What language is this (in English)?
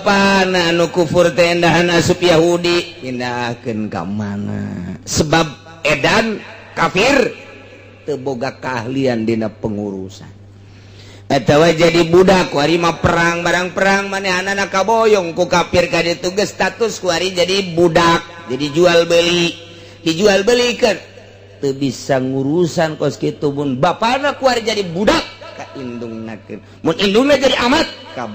Sundanese